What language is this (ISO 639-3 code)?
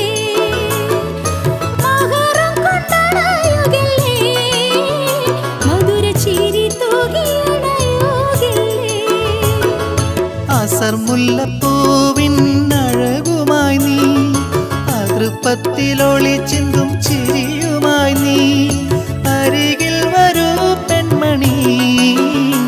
mal